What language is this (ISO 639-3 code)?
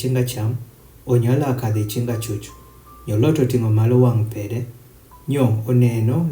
adh